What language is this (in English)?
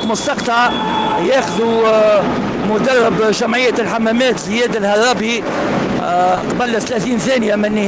Tunisian Arabic